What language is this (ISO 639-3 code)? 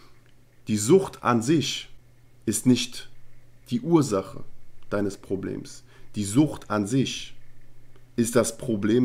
deu